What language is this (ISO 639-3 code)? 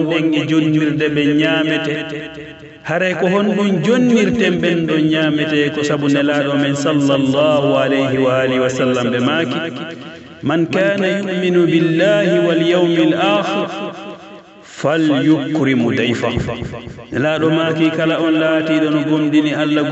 fuf